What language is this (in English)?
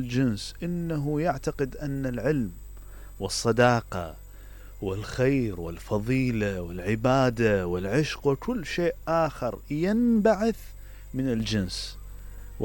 Mesopotamian Arabic